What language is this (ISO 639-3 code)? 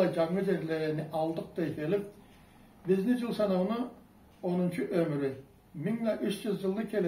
krc